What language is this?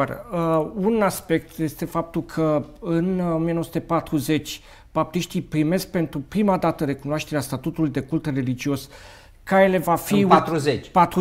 Romanian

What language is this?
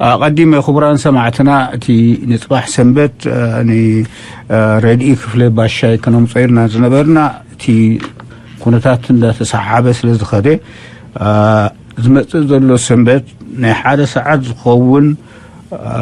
Tigrinya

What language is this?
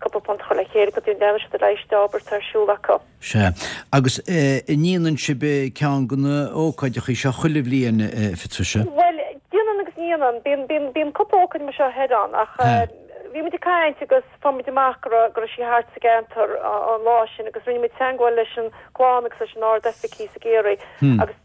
Irish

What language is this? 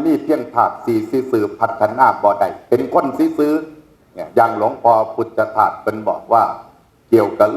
Northeastern Thai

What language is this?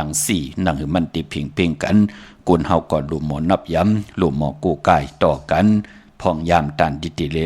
Shan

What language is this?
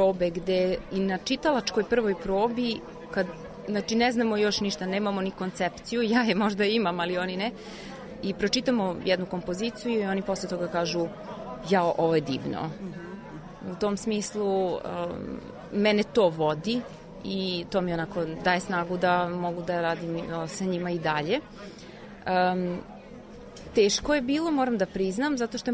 Serbian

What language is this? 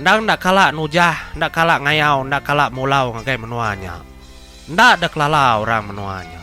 Iban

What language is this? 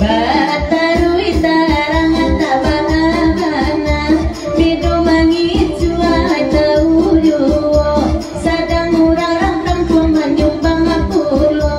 Minangkabau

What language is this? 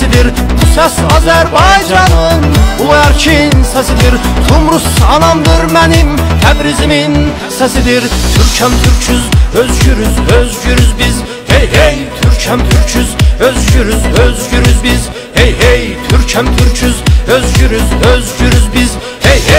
South Azerbaijani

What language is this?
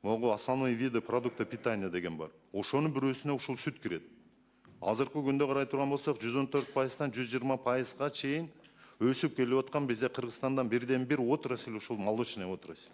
Kyrgyz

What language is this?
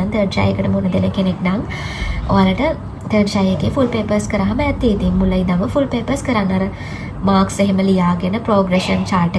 Sinhala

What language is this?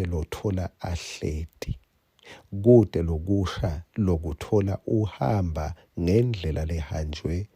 Swati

